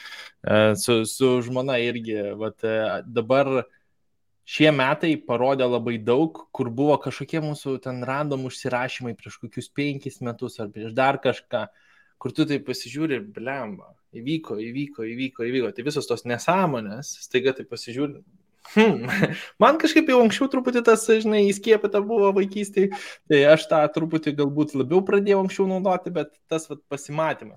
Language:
Lithuanian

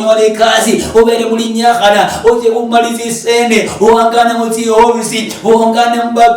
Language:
Luyia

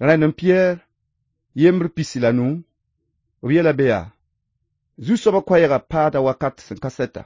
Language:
Mossi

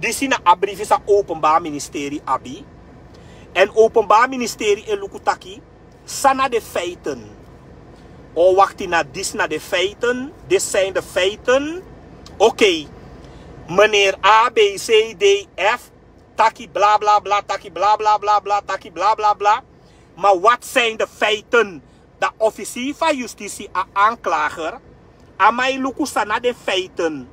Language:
Sranan Tongo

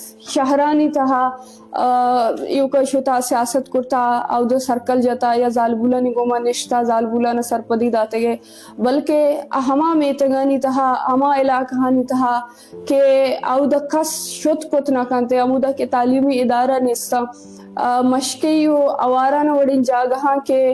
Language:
Eastern Balochi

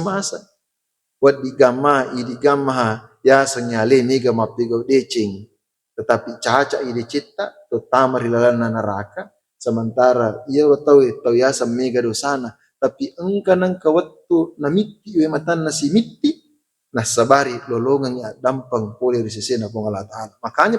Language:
Buginese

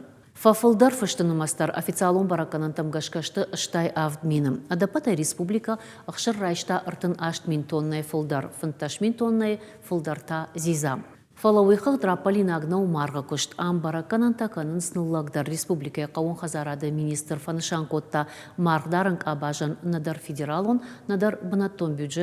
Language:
Ossetic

